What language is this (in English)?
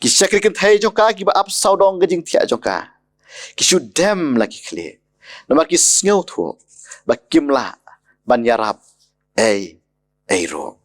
Khasi